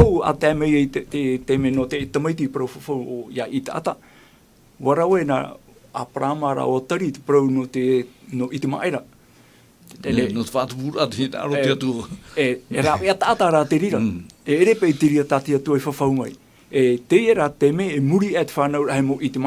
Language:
Tahitian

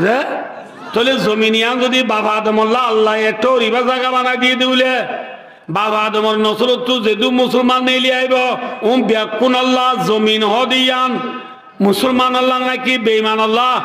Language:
Rohingya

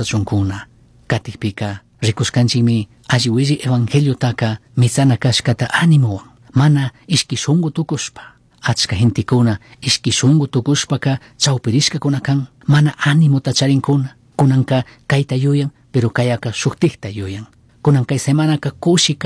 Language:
Chimborazo Highland Quichua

